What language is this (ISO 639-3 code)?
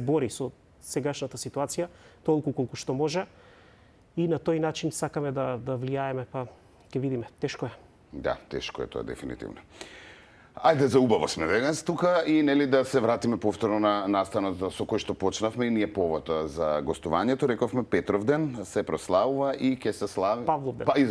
mkd